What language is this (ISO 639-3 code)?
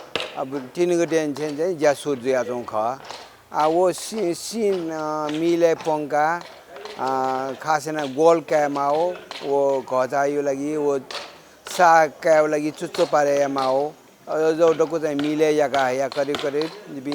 new